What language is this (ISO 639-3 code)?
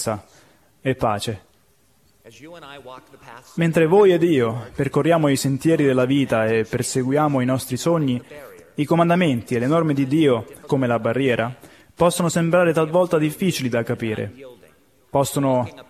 ita